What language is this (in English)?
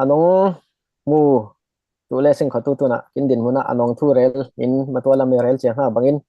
Falam Chin